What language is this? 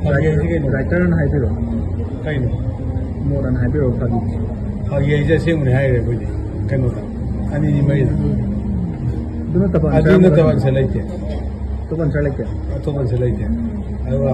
Manipuri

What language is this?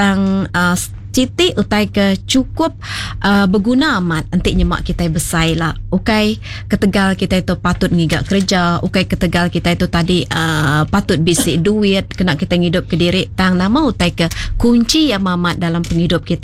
Iban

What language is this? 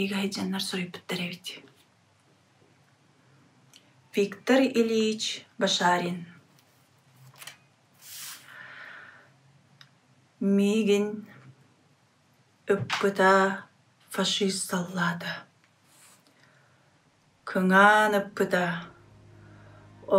Yakut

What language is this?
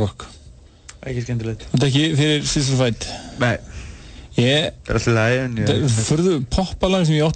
Icelandic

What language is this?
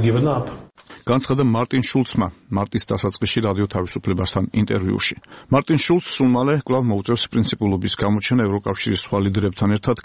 Georgian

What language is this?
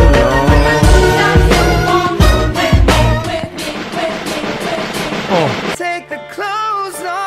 English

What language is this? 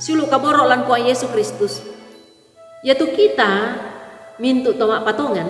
Toraja-Sa'dan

